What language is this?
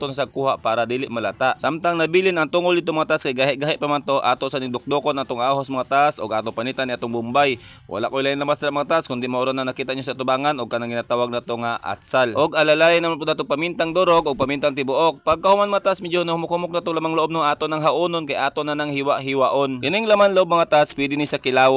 Cebuano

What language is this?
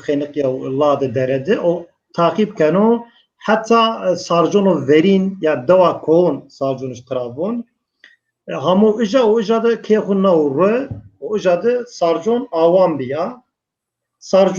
Zaza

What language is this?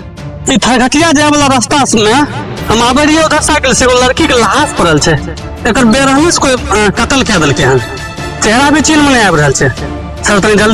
Maithili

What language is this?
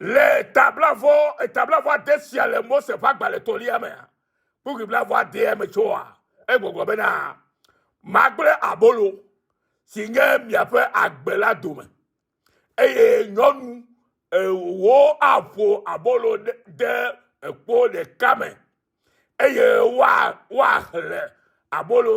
Ewe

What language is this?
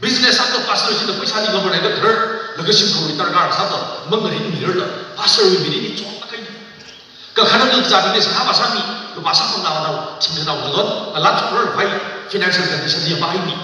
Tangkhul Naga (India)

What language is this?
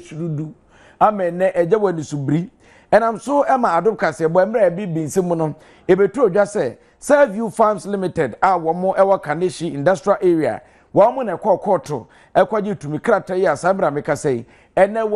Akan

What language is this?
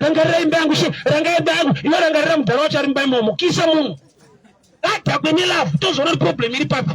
Shona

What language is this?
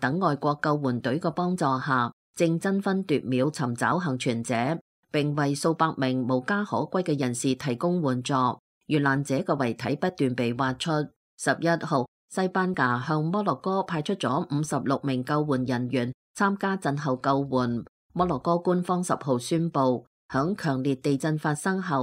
Cantonese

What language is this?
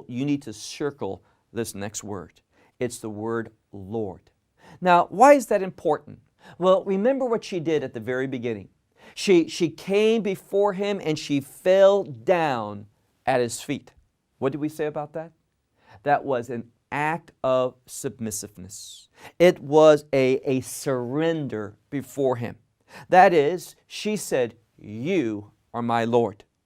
English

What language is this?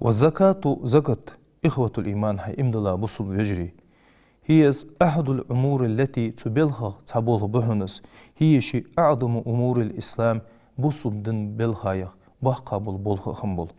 Ingush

